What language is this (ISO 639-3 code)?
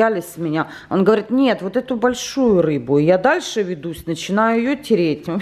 rus